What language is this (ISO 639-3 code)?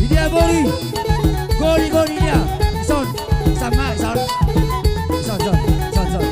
bbc